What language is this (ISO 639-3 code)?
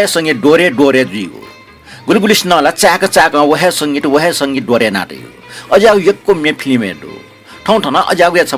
new